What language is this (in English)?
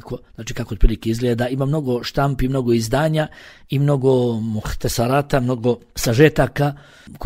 Bosnian